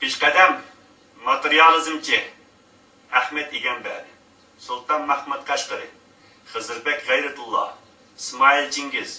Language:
Uyghur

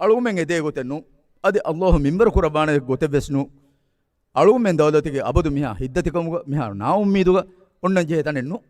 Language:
Divehi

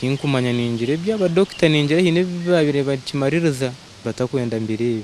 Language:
Nyankole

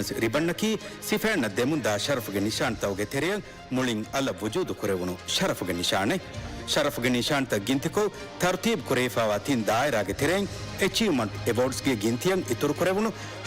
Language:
Divehi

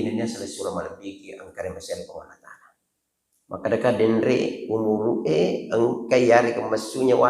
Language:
Buginese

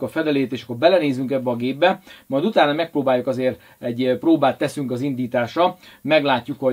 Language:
Hungarian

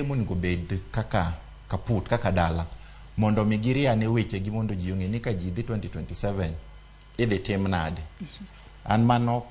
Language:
Luo (Kenya and Tanzania)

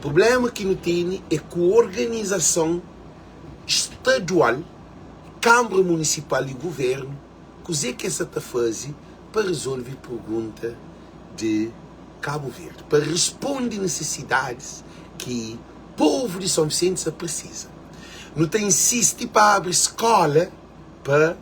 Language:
Kabuverdianu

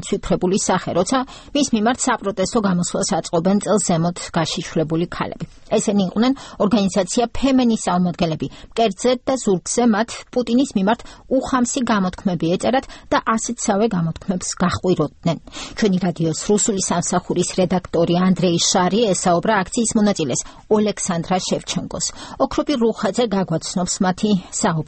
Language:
Georgian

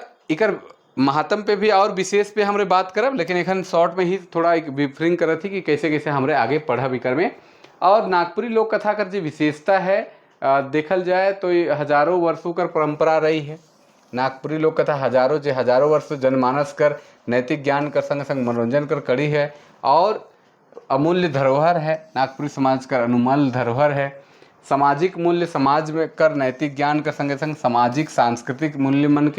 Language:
Sadri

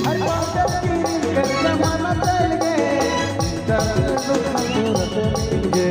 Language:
Sadri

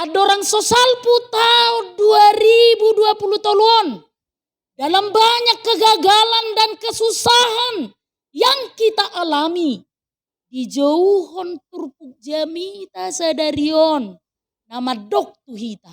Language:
Batak Toba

